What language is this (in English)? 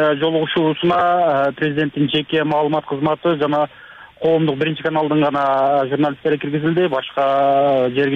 Kyrgyz